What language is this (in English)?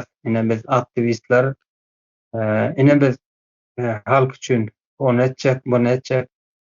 Turkmen